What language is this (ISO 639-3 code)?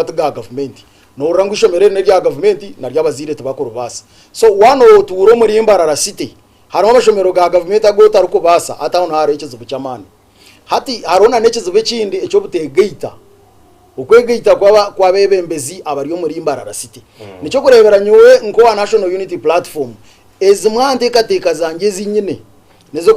nyn